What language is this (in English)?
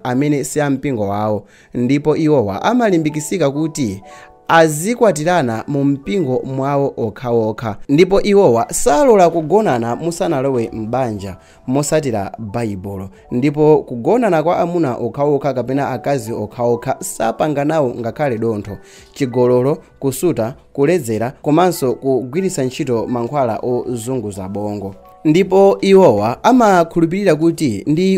Nyanja